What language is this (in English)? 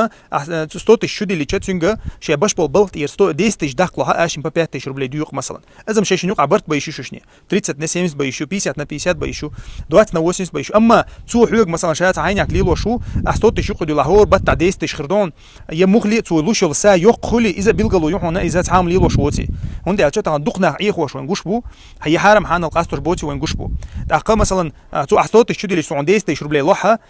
Chechen